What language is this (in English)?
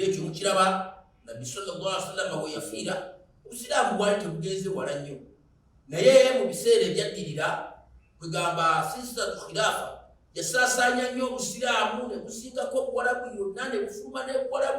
Ganda